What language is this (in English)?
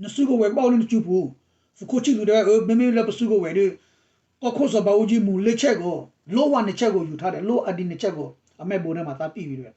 S'gaw Karen